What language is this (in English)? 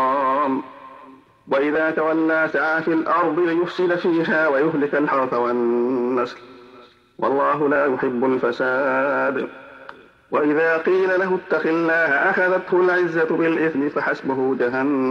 Arabic